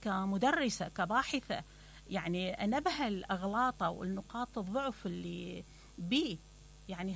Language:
Mesopotamian Arabic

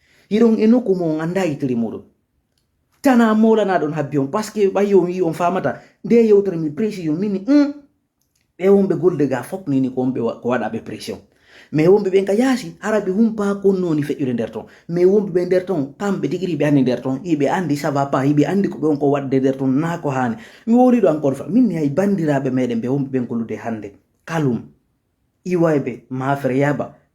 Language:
Fula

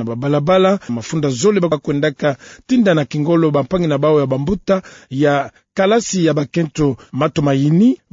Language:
Kituba (Democratic Republic of Congo)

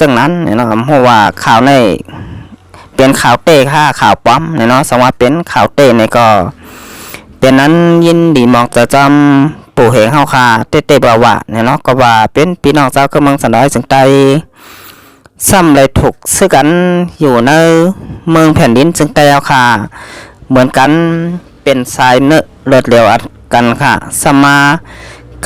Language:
Shan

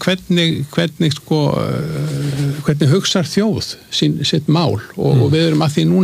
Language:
Icelandic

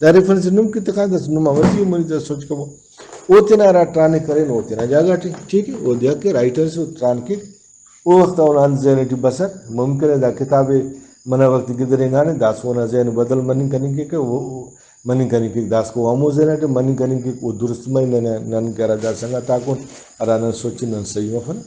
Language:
Brahui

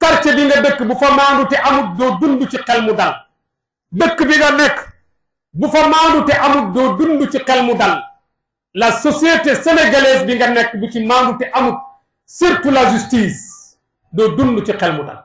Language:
Wolof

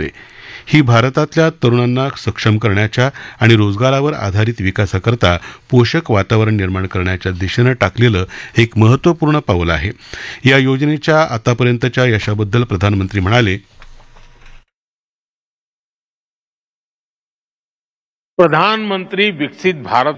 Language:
Marathi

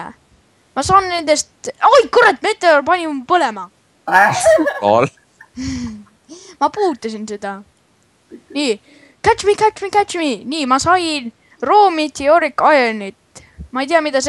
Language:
Estonian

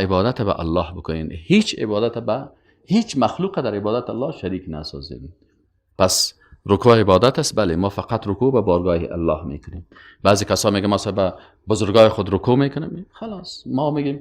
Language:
Persian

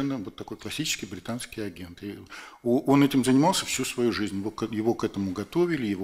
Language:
Russian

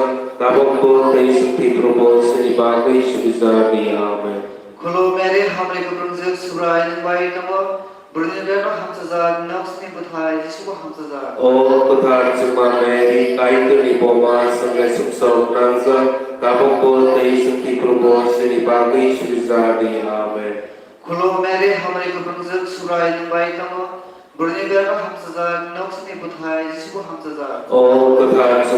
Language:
Kok Borok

